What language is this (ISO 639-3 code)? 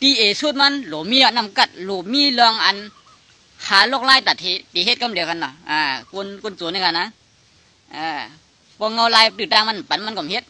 shn